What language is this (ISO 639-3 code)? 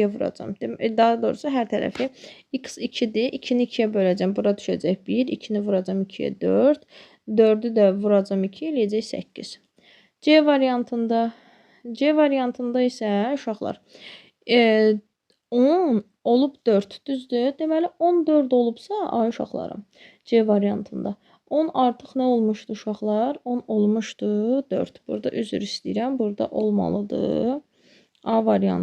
aze